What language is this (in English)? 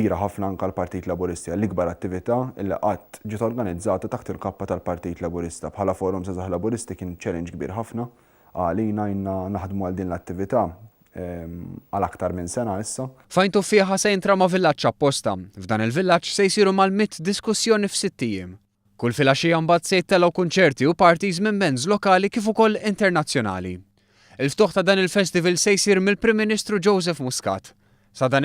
Maltese